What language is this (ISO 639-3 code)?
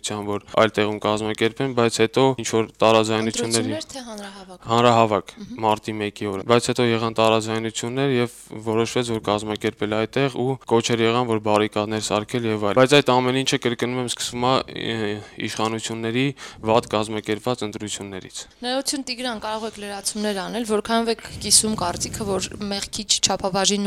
hye